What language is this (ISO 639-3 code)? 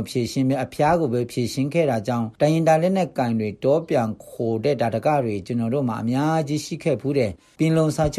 mya